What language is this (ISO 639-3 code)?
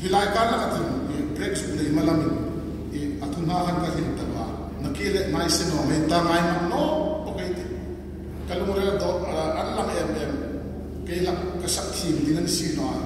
hmr